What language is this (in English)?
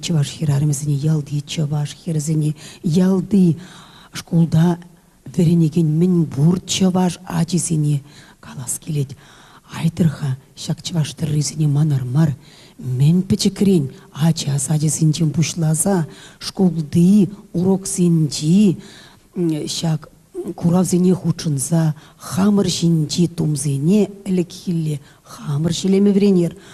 Chuvash